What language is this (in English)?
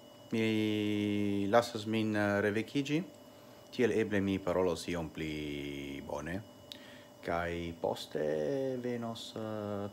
Esperanto